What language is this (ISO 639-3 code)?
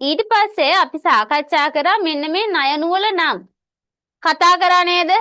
sin